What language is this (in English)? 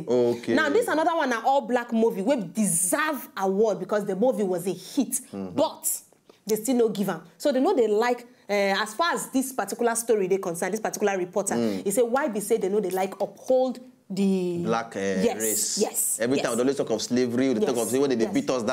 Nigerian Pidgin